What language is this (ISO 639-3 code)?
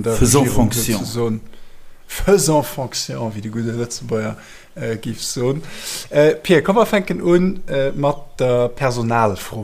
ltz